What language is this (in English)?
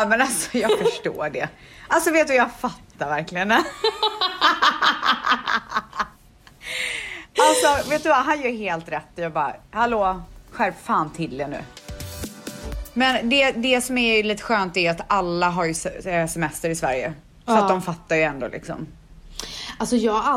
Swedish